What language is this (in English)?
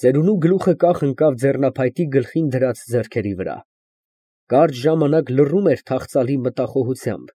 Armenian